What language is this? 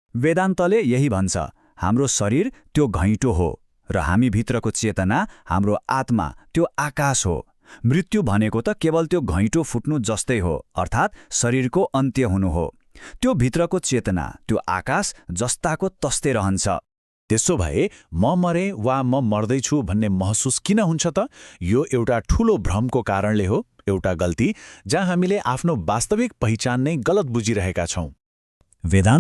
Nepali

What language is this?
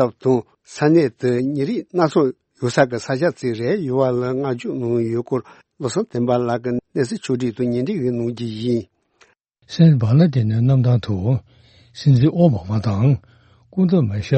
Tibetan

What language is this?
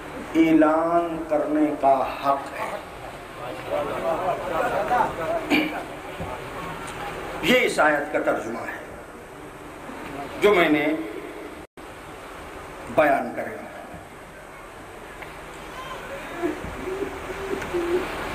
Urdu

